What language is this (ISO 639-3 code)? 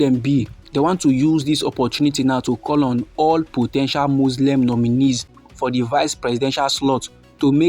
pcm